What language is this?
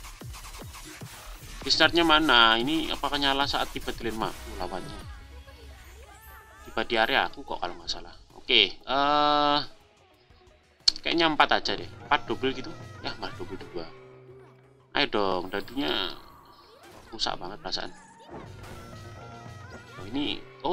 Indonesian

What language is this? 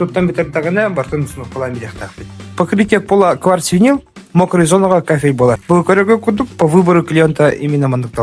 Yakut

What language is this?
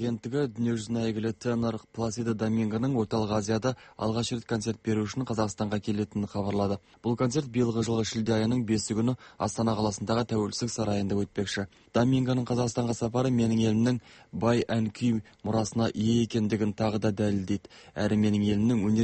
Kazakh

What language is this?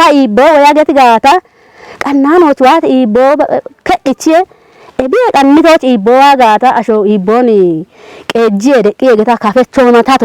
Kafa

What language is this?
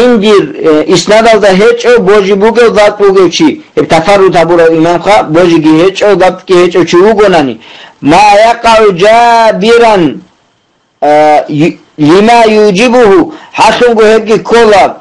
Avaric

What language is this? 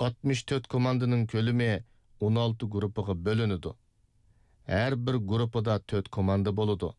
Uyghur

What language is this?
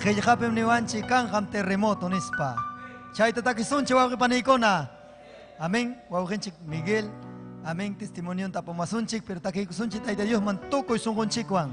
Ayacucho Quechua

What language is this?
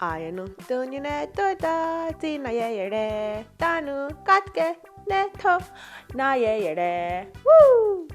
Mohawk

